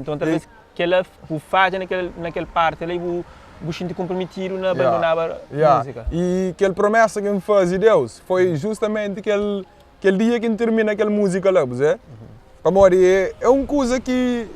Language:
Kabuverdianu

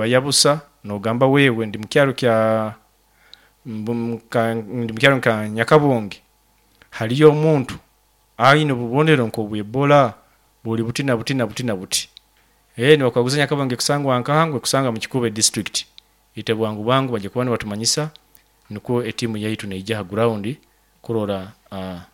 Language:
Nyoro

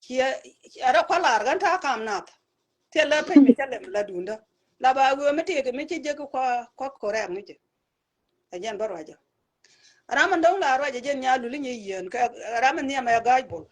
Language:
Nuer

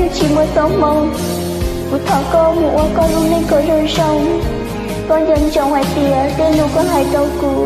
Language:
Hmong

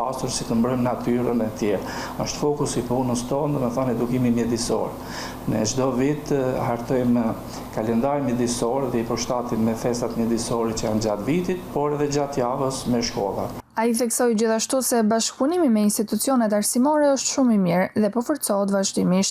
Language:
Albanian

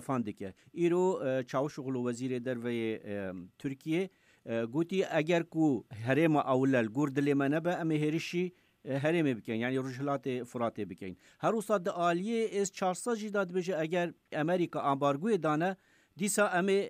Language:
Kurdish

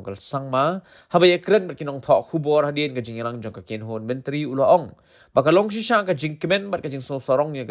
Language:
Khasi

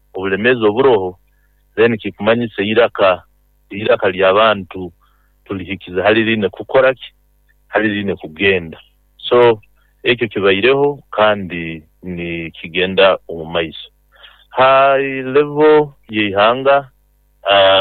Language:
Nyoro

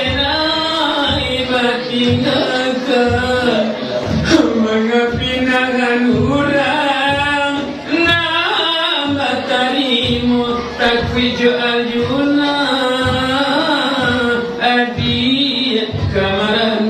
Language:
Minangkabau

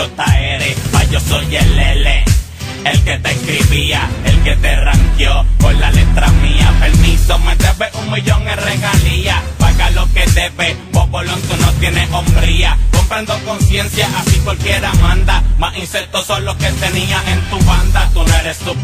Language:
Spanish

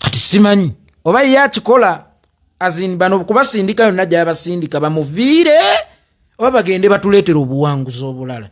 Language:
Ganda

